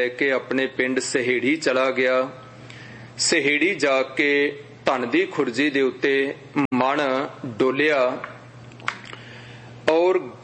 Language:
Punjabi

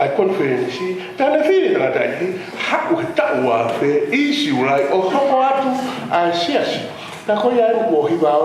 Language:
Tongan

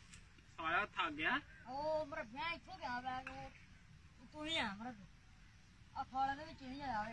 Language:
Punjabi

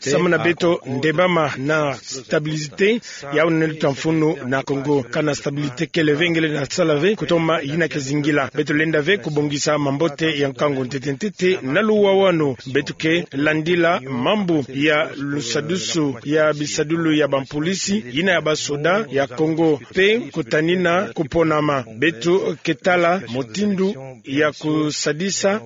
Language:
Kituba (Democratic Republic of Congo)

